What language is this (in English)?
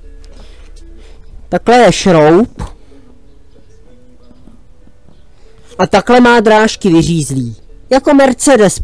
Czech